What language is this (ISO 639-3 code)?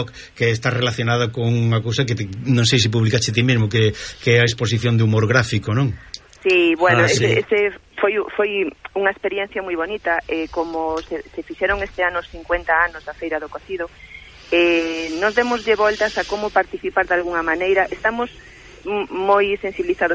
glg